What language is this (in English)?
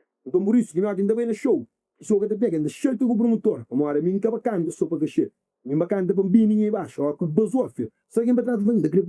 Kabuverdianu